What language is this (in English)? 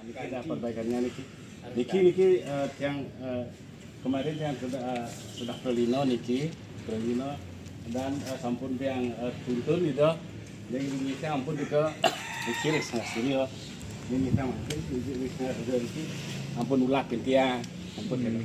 Balinese